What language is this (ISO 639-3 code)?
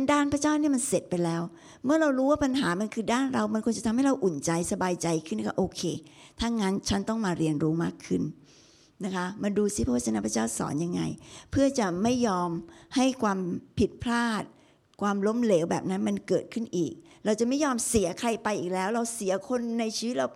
tha